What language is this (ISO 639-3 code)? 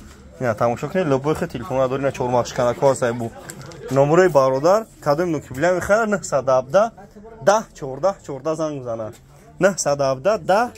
tgk